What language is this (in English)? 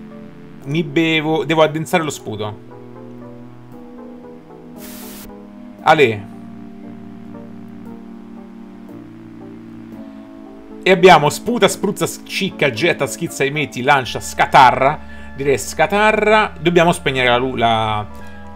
Italian